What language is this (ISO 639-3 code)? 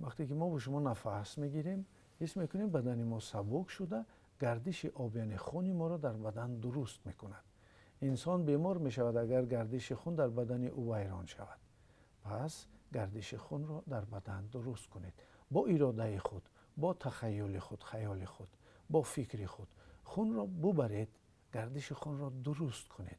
tgk